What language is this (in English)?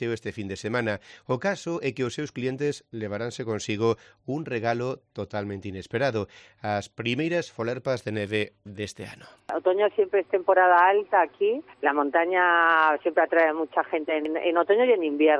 Galician